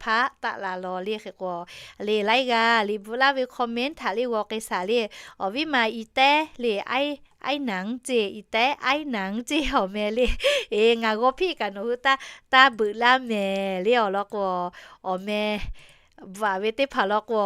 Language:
Lahu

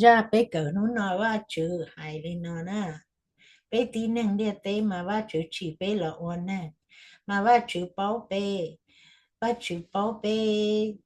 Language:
Hmong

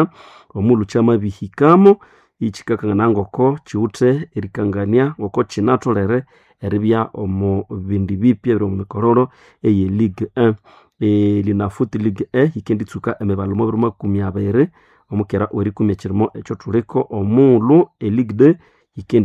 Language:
Nande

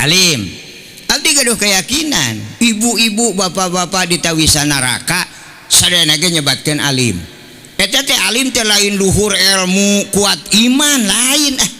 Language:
Sundanese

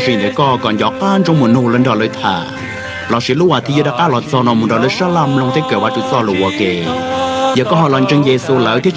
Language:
Hmong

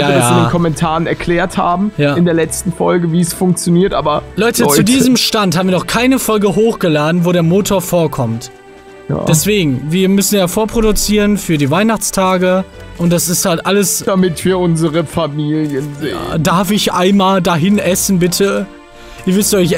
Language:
German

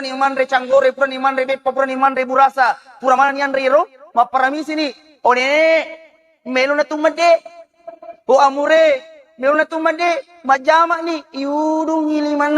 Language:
Buginese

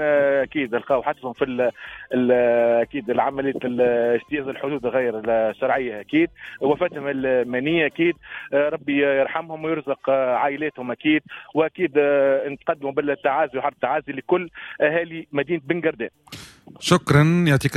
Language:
Tunisian Arabic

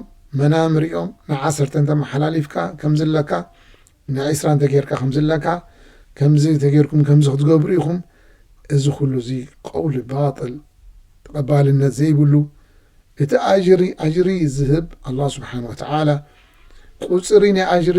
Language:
Tigrinya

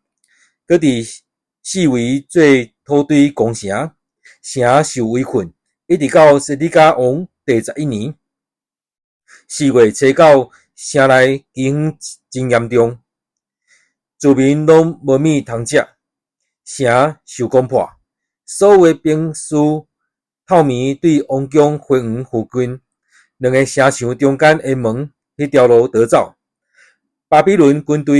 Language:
Min Nan Chinese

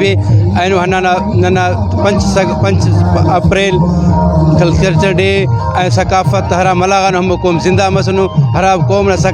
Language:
Brahui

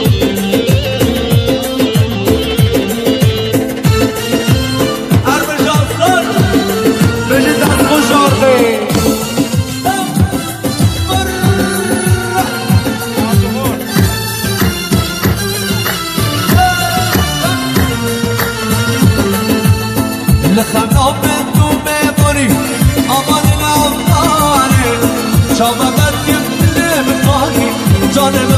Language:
Persian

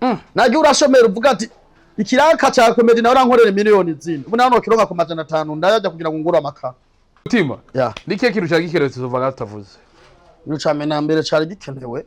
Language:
Rundi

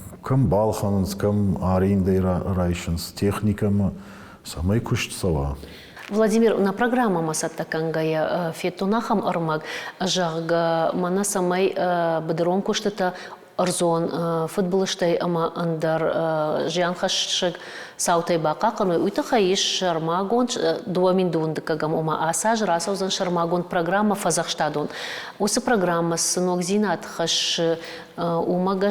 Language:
Ossetic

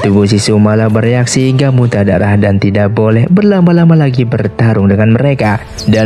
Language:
Indonesian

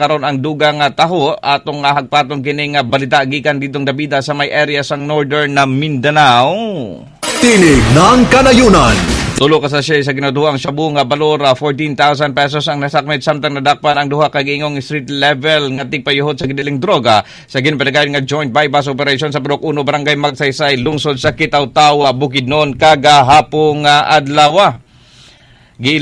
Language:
Cebuano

